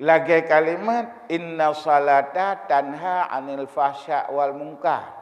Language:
Achinese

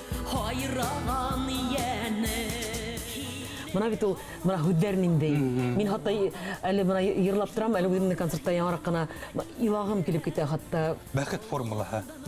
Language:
Bashkir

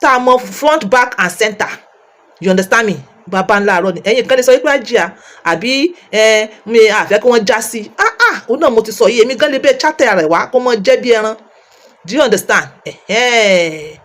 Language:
Yoruba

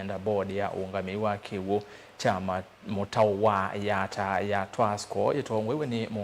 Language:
Kamba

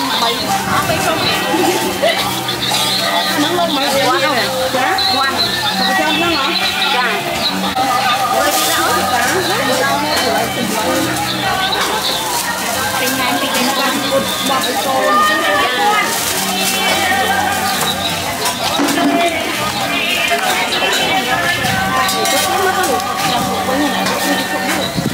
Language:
Vietnamese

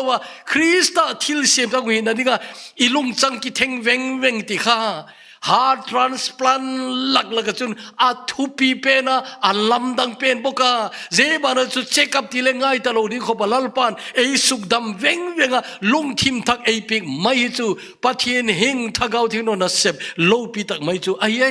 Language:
Thado Chin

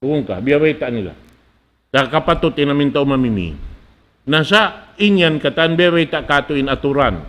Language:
Tausug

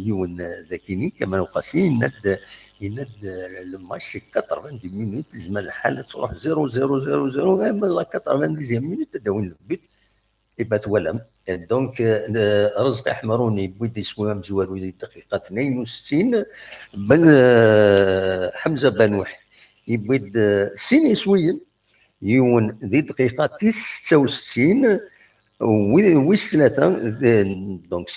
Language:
Kabyle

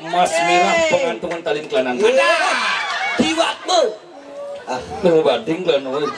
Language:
Balinese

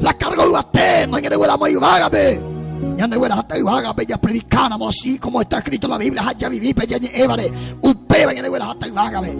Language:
Guarani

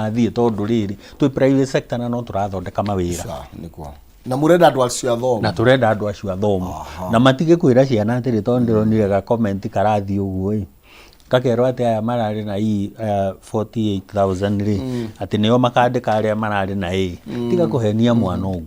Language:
Kikuyu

